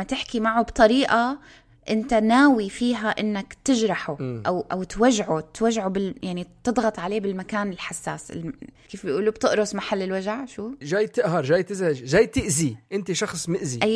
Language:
North Levantine Arabic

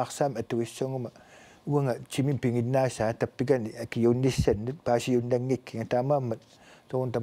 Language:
Kalaallisut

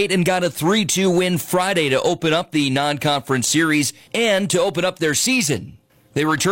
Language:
English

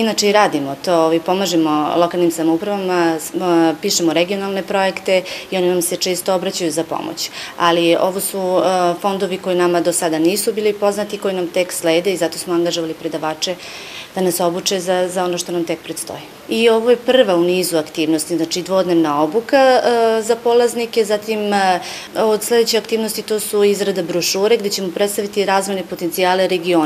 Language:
Serbian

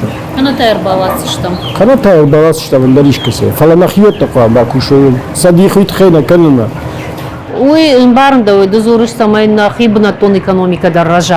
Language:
Ossetic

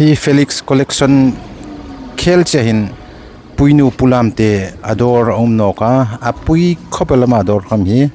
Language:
Hmar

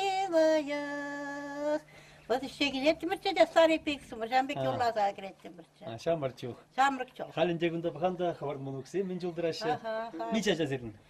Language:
Chuvash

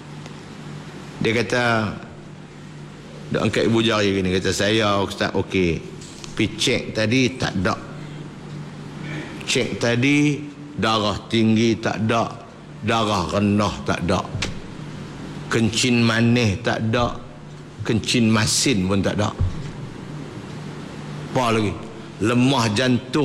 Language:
Malay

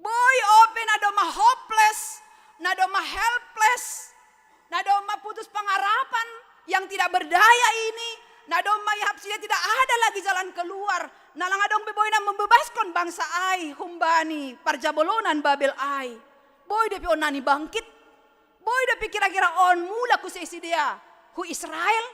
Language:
Batak Simalungun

